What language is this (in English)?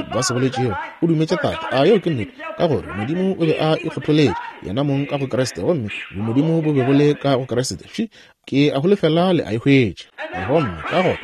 Northern Sotho